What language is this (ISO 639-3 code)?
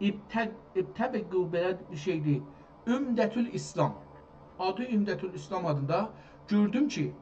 azb